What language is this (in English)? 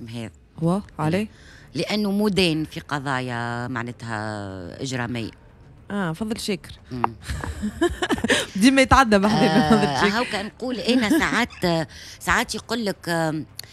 Tunisian Arabic